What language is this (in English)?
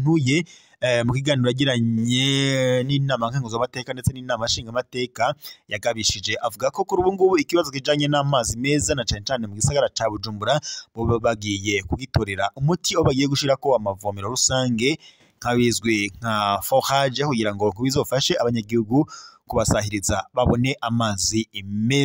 Rundi